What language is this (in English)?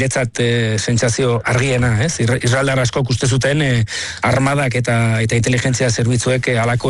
Basque